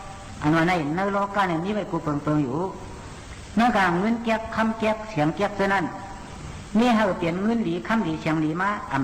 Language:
Shan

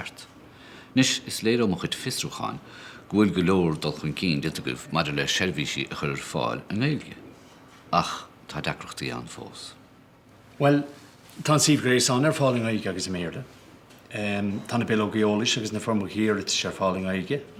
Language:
Irish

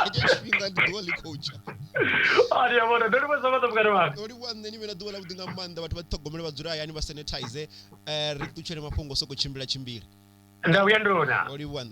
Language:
Venda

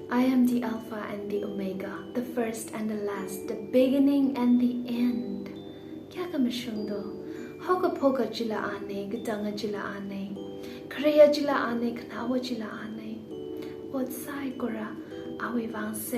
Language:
Tangkhul Naga (India)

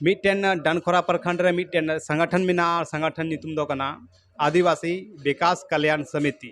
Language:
Santali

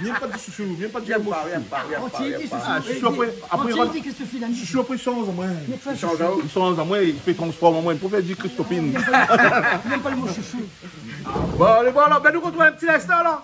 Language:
Réunion Creole French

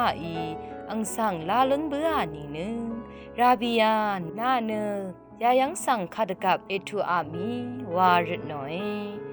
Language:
Rawang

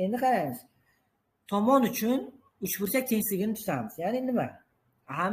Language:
Uzbek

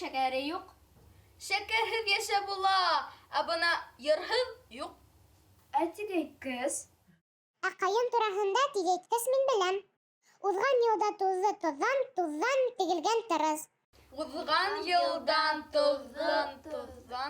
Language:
Bashkir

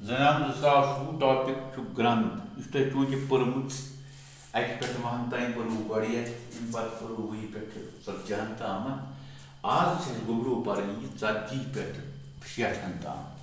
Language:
Kashmiri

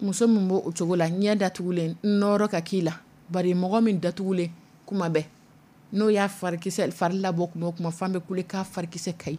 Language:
Dyula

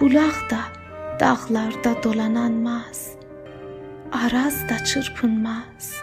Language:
South Azerbaijani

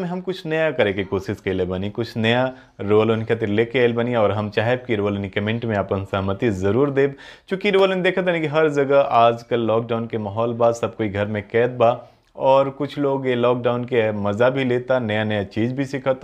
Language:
Bhojpuri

